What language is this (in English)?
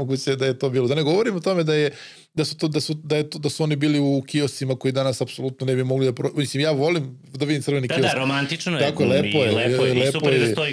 Serbian